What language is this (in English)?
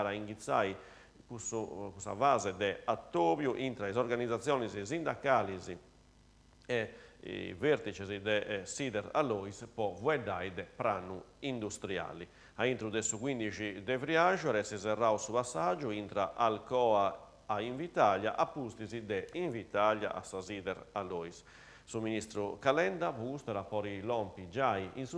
Sardinian